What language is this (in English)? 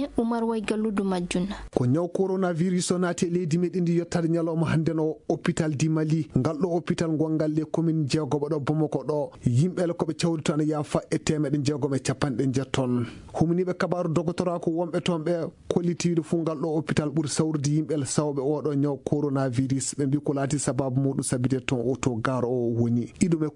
Fula